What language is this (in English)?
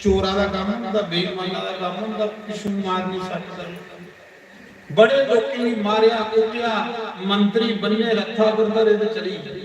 Dogri